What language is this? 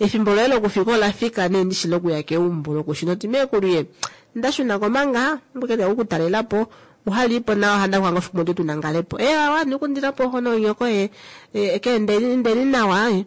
Kuanyama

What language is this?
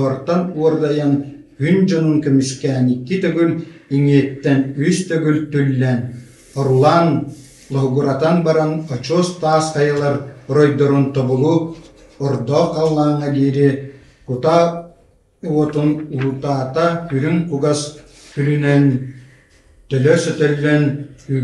Yakut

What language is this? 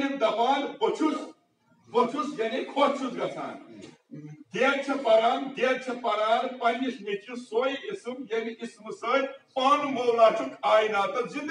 Kashmiri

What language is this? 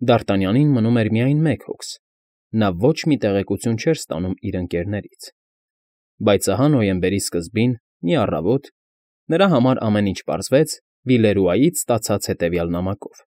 Armenian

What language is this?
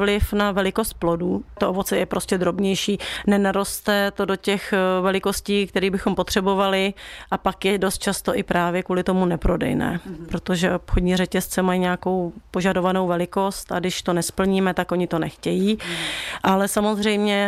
Czech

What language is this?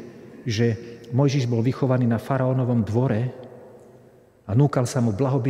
Slovak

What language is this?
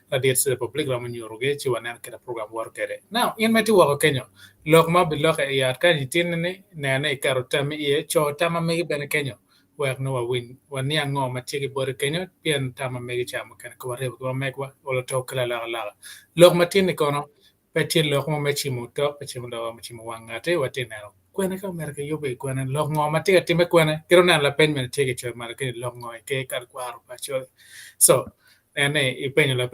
Acoli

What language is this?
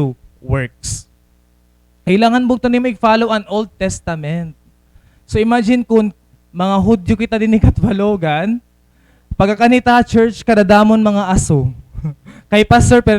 Waray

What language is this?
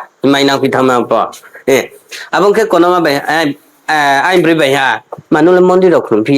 Riang (India)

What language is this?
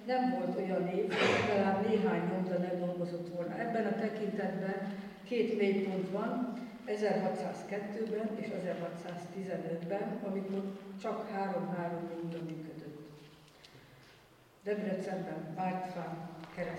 Hungarian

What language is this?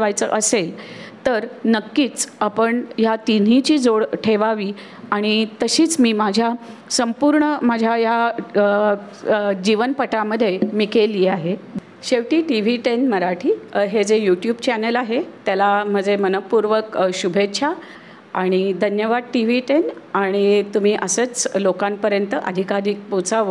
Marathi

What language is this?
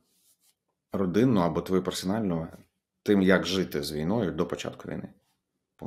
Ukrainian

